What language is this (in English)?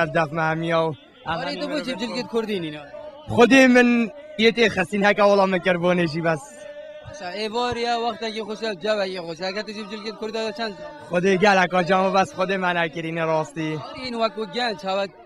Kurdish